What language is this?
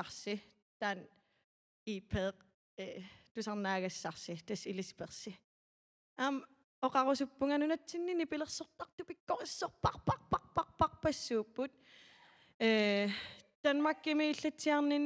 Kalaallisut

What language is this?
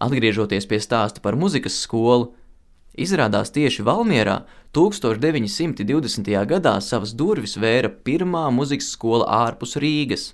Latvian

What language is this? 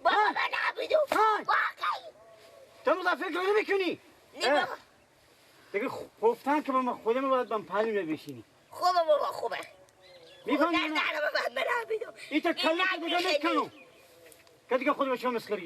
Persian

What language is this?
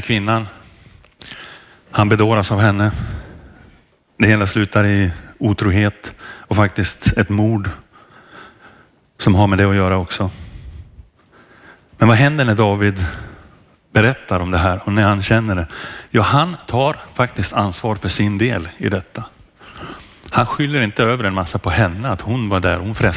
Swedish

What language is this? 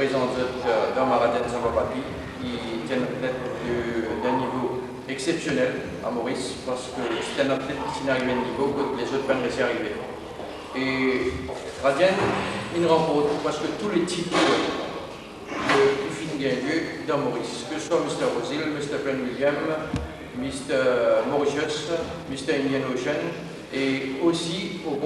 Morisyen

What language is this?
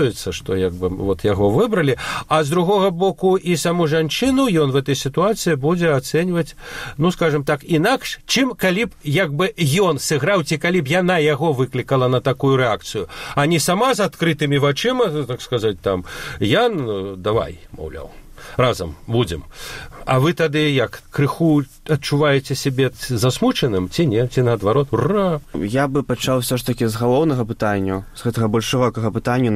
Belarusian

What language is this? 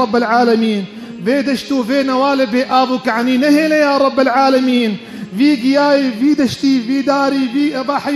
Kurdish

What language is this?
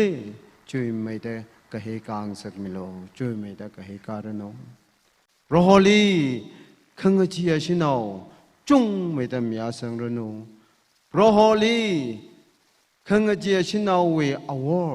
Tangkhul Naga (India)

